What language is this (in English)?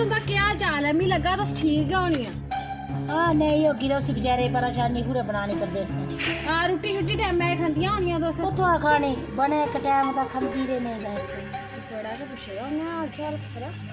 Dogri